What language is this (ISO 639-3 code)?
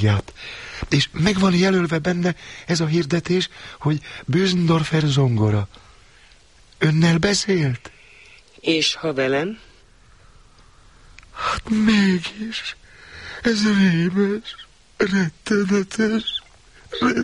hun